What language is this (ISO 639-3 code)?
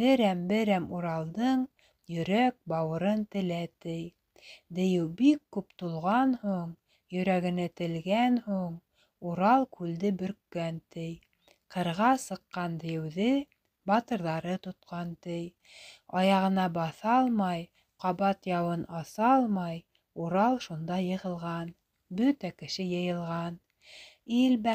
bak